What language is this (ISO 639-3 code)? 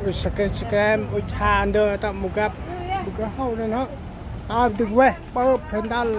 cmo